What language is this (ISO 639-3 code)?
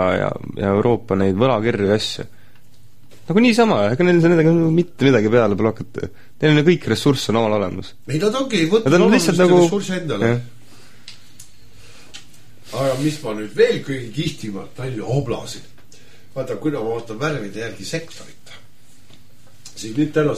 est